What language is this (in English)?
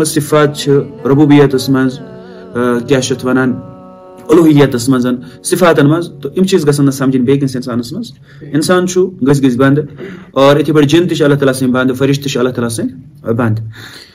Kashmiri